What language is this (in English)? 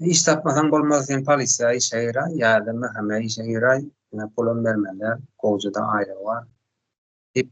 Turkmen